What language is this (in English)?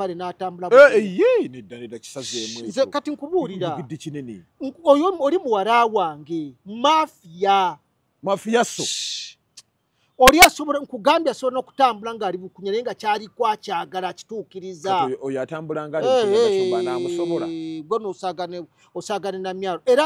Ganda